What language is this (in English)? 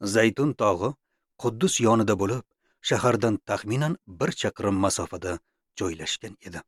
Uzbek